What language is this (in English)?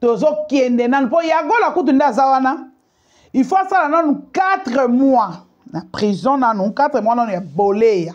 Lingala